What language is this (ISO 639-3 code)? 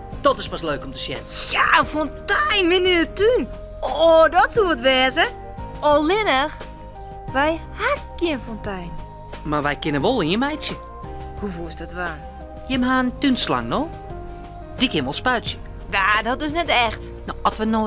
fry